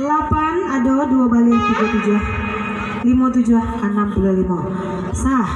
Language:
Minangkabau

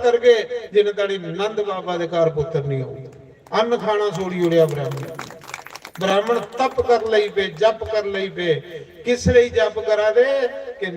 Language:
Dogri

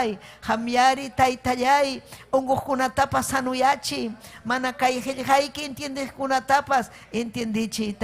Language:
Ayacucho Quechua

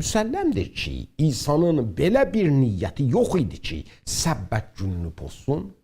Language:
South Azerbaijani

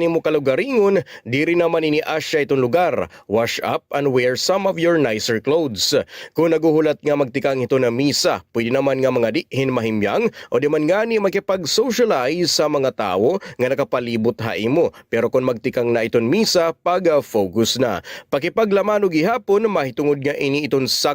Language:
Waray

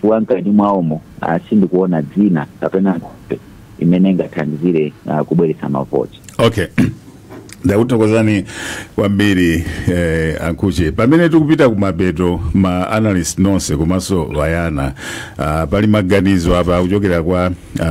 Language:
Nyanja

